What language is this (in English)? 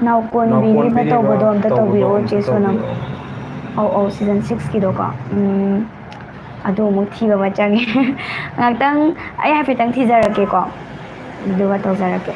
Manipuri